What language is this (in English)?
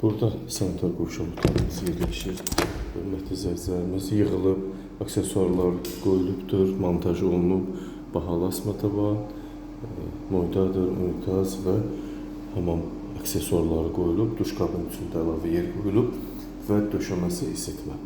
Azerbaijani